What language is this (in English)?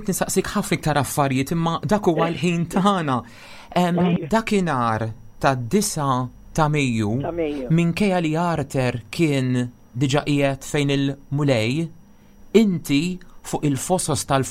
Maltese